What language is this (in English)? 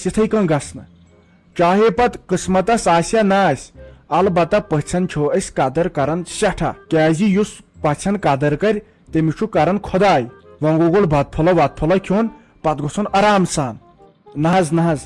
Kashmiri